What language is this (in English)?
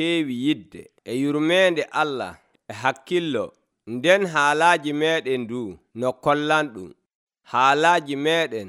Nigerian Fulfulde